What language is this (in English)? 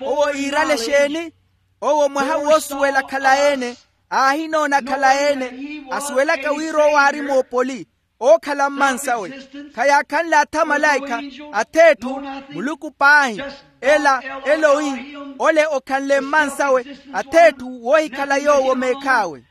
Makhuwa